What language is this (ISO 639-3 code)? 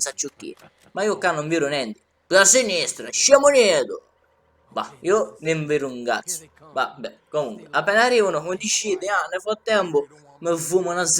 scn